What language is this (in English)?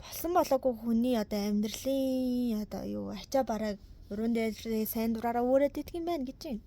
Mongolian